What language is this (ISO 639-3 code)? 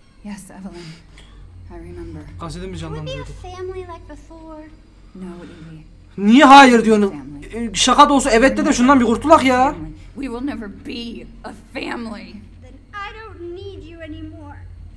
tur